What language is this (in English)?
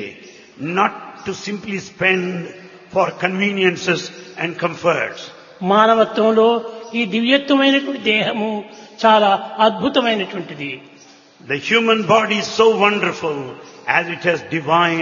Telugu